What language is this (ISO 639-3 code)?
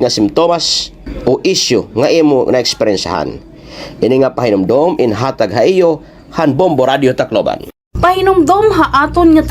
war